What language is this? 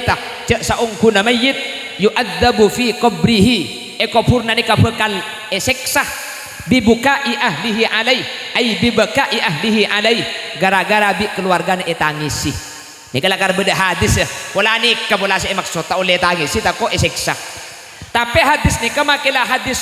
Madurese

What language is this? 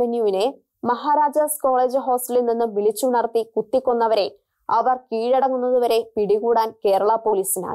Malayalam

